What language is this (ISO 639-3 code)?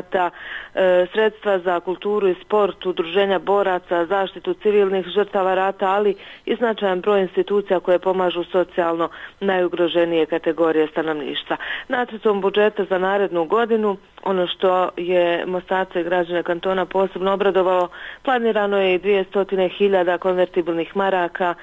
bos